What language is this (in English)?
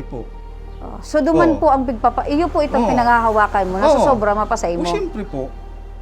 Bikol